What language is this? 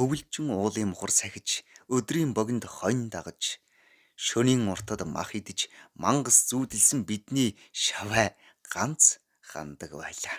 Mongolian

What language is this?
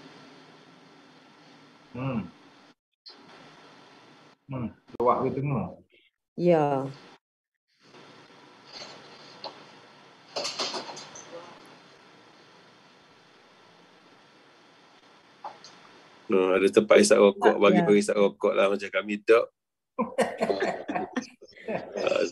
Malay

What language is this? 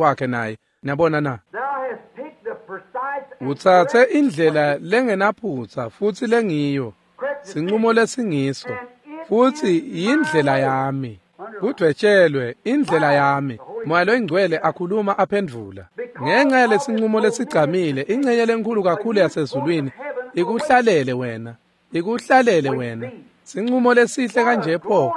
Swati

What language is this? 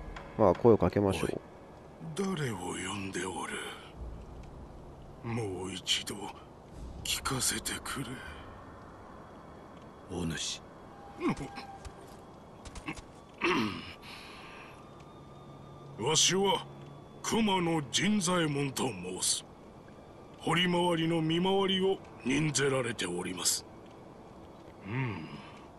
Japanese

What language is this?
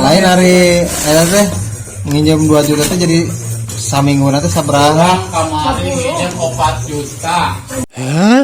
Sundanese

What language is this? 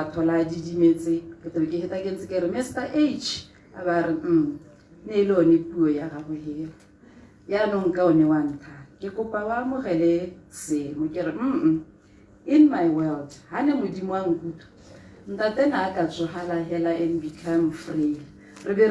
Tswana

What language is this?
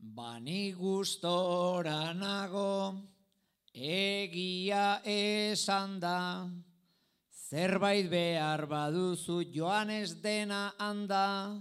Basque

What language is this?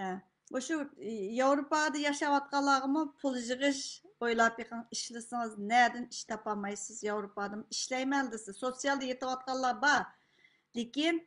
Uyghur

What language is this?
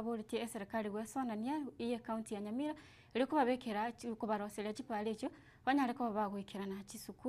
Gusii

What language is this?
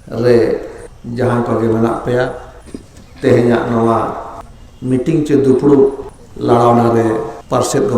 Santali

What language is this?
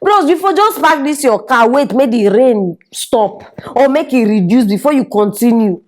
Nigerian Pidgin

